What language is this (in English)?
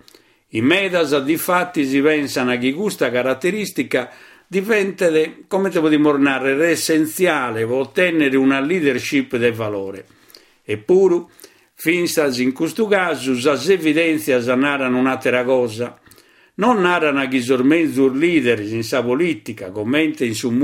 Sardinian